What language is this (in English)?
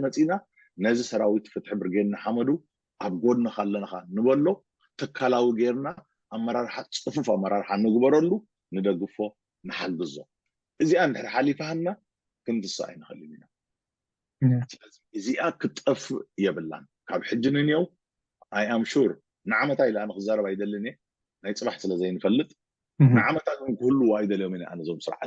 Tigrinya